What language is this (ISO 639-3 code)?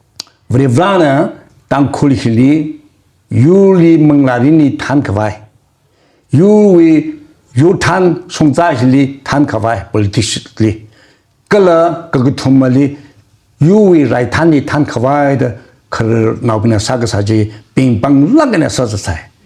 nmf